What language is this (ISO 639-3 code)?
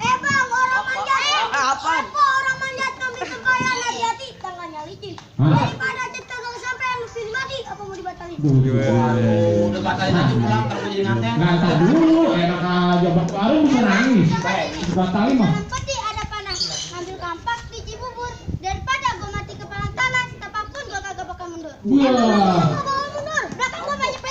bew